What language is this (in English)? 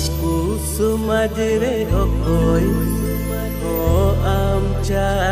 Santali